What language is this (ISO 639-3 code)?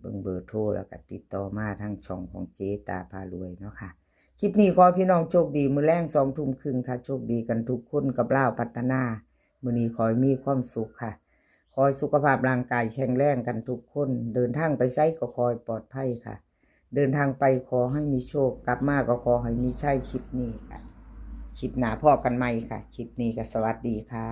lao